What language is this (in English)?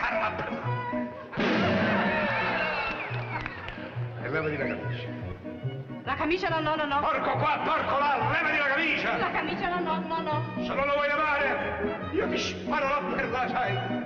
Italian